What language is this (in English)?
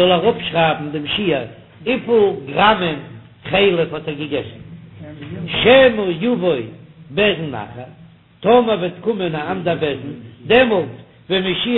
Yiddish